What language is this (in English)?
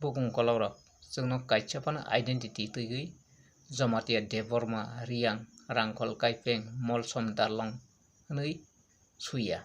Kok Borok